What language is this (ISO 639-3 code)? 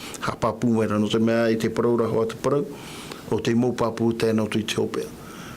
tah